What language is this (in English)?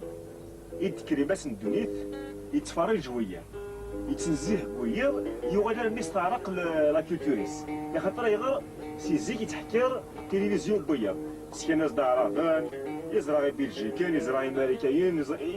Kabyle